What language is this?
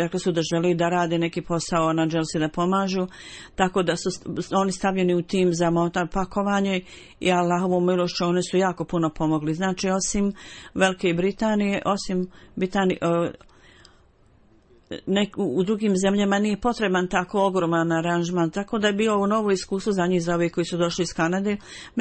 Bosnian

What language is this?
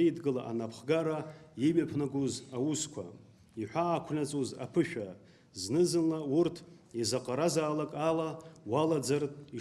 Abkhazian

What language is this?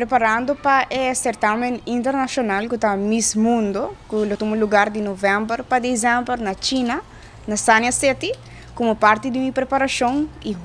Papiamento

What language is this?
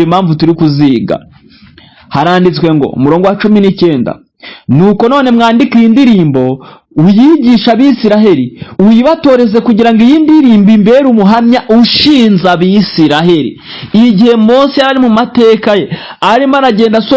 Kinyarwanda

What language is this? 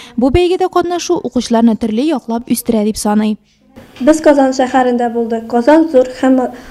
Tatar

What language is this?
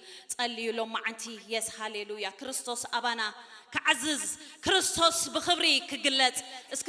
Tigrinya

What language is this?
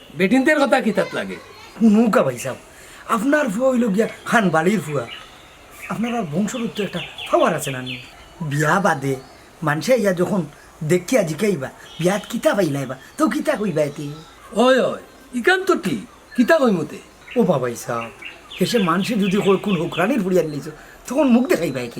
Sylheti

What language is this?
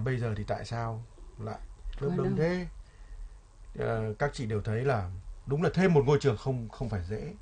Vietnamese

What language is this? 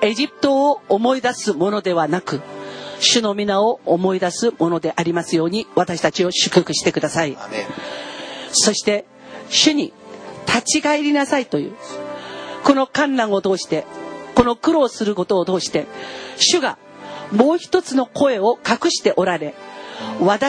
Japanese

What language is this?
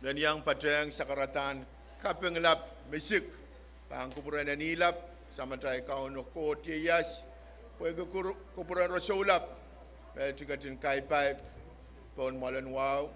Pohnpeian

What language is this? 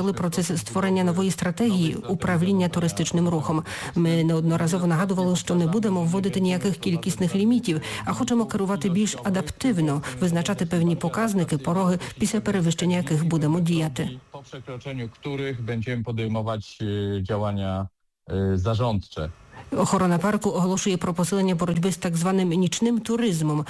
Ukrainian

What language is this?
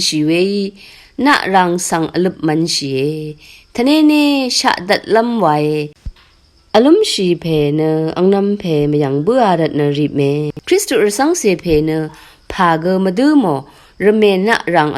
Rawang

